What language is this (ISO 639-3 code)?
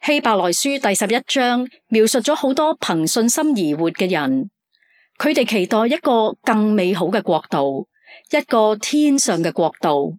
yue